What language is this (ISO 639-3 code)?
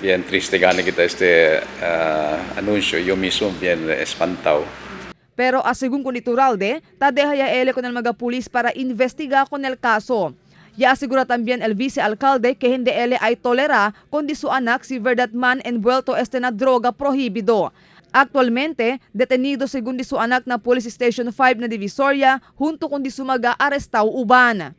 cbk